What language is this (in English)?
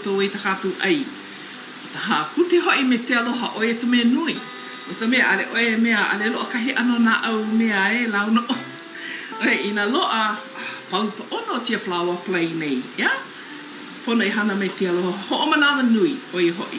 Hawaiian